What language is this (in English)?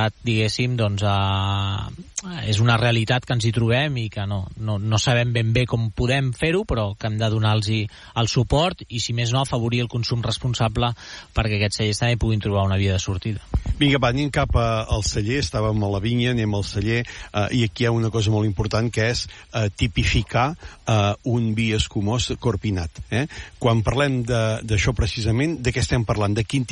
Catalan